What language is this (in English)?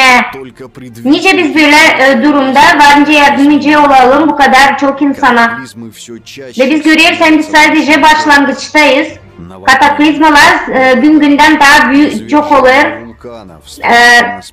Gagauz